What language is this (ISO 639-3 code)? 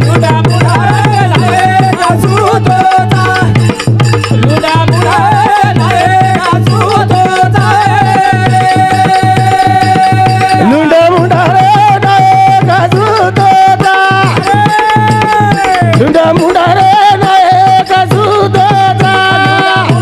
lmn